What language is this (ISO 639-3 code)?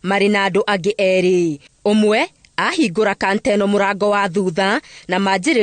kik